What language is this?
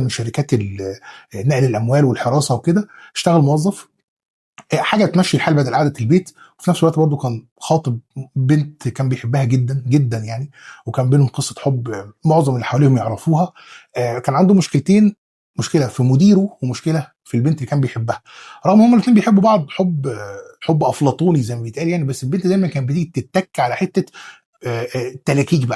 Egyptian Arabic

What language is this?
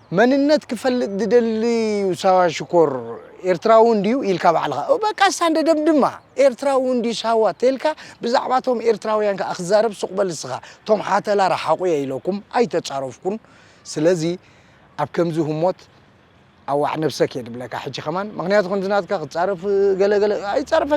Tigrinya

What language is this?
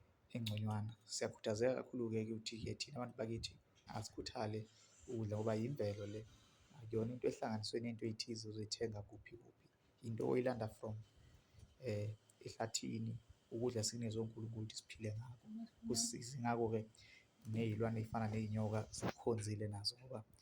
Zulu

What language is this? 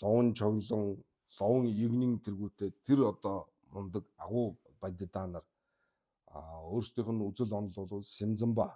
Mongolian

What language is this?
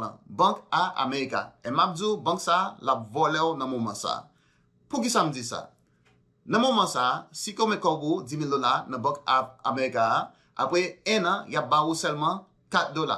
Haitian Creole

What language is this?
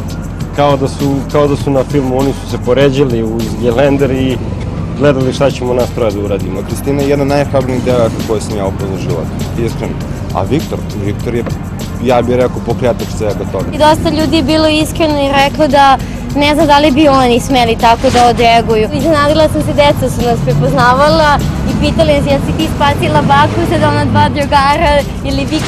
Serbian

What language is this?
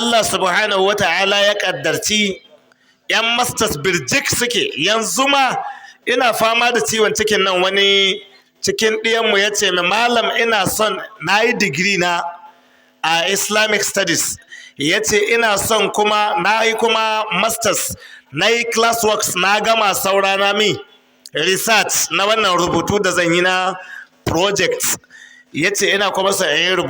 Hausa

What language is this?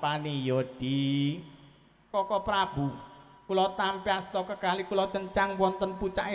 Javanese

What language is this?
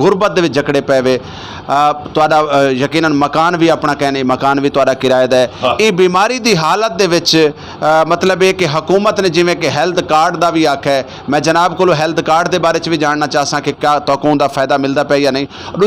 Saraiki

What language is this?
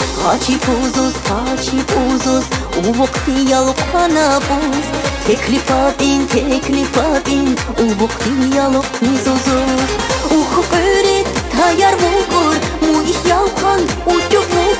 Tabassaran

